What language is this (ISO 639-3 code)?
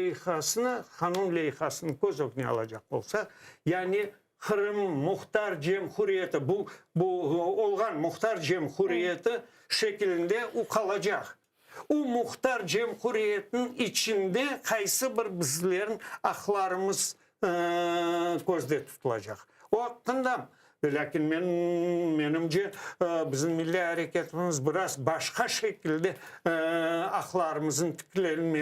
crh